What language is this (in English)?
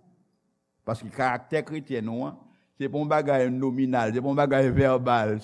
Haitian Creole